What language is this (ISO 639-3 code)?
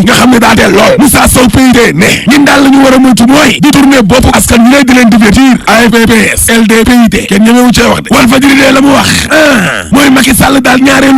wol